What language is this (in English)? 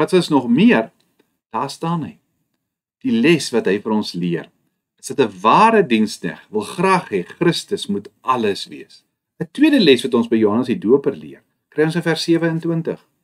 Afrikaans